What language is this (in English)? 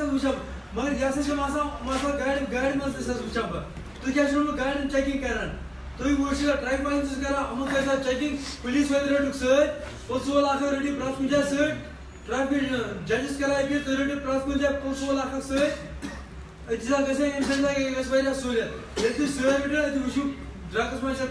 Kashmiri